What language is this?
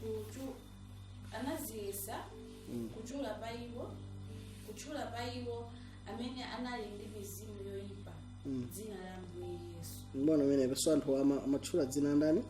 Nyanja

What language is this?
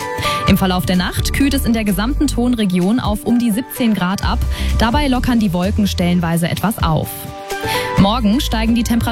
German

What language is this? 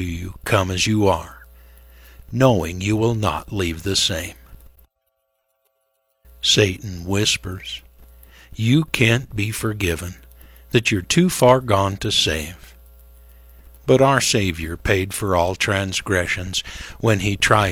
English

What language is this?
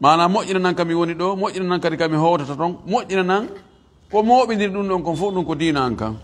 Fula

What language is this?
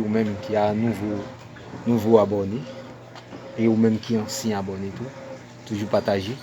Haitian Creole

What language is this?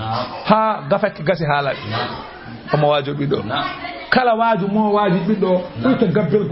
Fula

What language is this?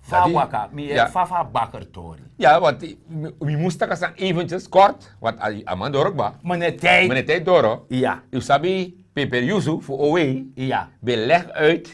Sranan Tongo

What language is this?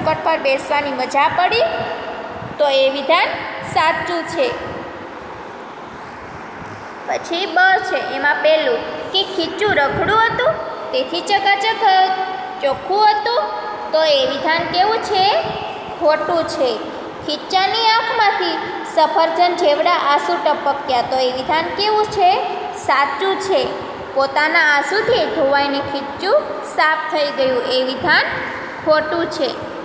Gujarati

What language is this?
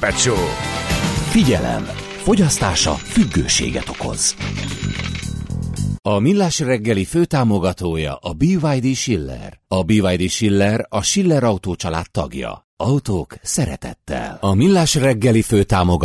Hungarian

